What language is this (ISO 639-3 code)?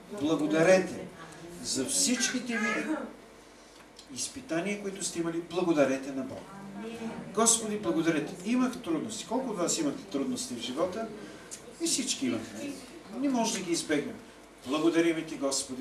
bul